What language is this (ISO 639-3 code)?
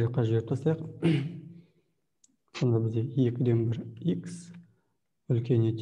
kaz